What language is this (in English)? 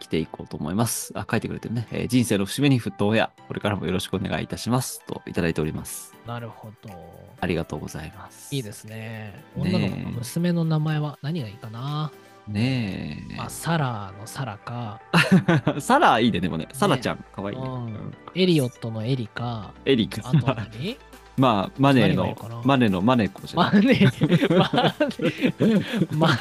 Japanese